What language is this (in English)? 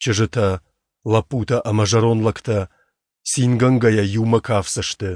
Ossetic